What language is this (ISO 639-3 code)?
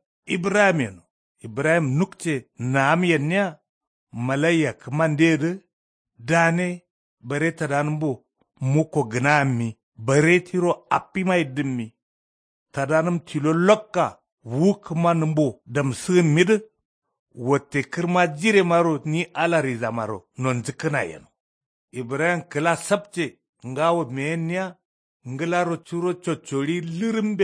kau